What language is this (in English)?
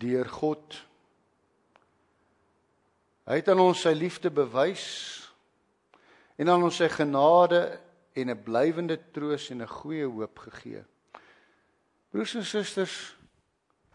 Afrikaans